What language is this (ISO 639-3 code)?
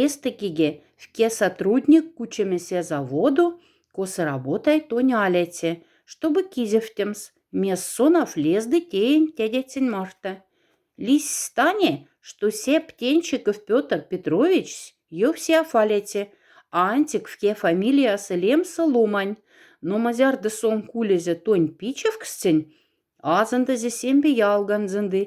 mdf